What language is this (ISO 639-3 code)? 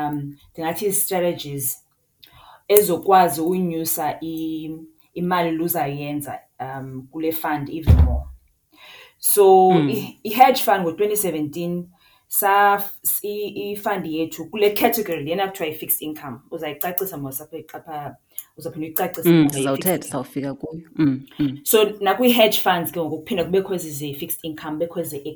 xho